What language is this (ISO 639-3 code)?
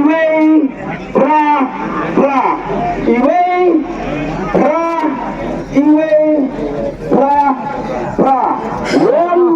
kha